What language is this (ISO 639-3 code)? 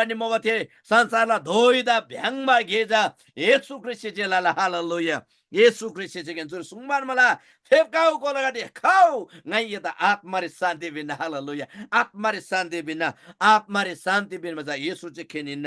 taj